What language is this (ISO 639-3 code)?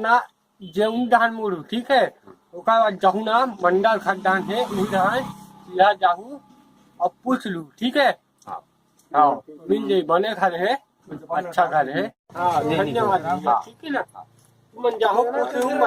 hne